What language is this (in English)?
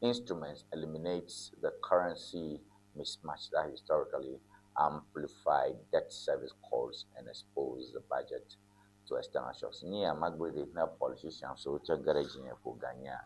Ewe